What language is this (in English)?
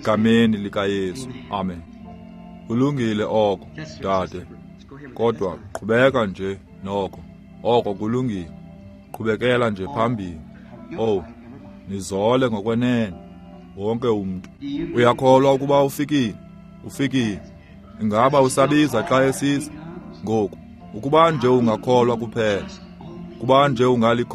Xhosa